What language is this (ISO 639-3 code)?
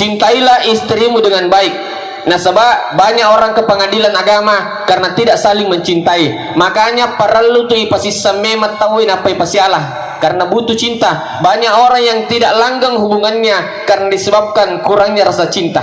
bug